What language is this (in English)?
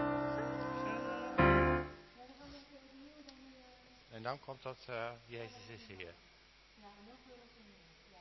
Dutch